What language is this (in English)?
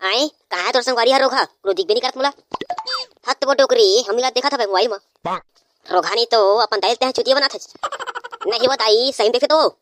Chhattisgarhi